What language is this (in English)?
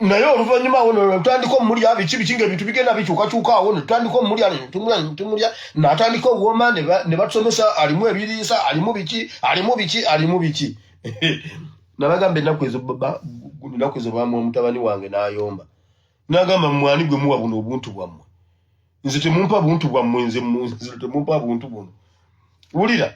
Ganda